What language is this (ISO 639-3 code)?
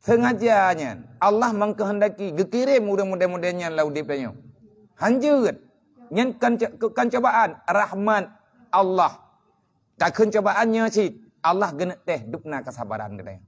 ace